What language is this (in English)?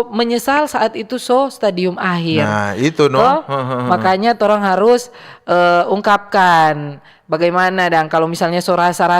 Manado Malay